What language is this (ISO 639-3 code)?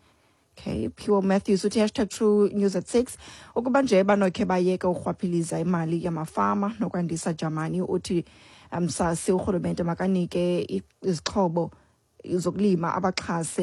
xho